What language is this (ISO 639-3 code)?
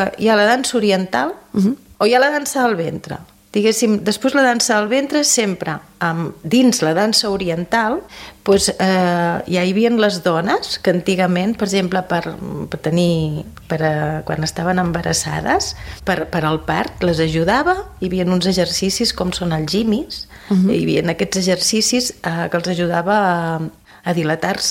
cat